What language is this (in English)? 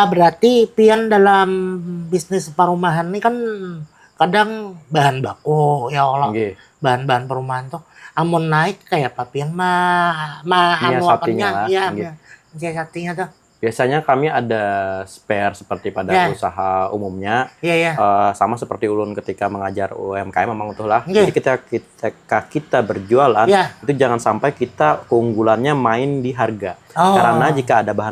Banjar